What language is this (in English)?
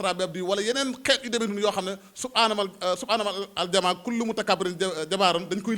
Wolof